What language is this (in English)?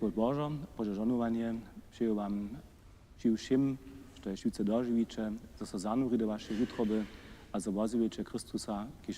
Upper Sorbian